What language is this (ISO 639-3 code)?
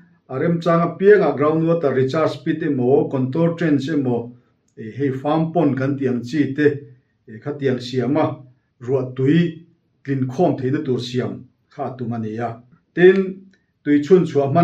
lus